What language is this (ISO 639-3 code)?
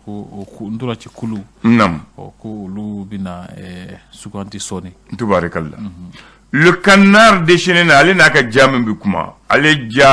bam